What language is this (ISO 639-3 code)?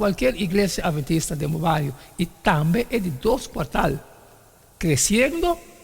pap